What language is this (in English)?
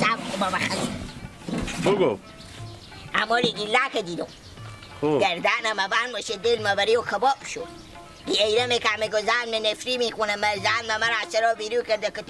Hazaragi